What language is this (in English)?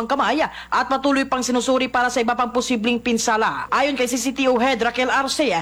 Filipino